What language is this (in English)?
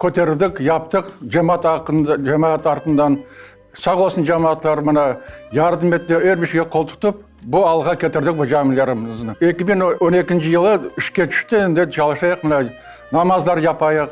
Crimean Tatar